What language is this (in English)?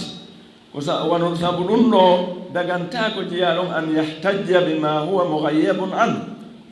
Fula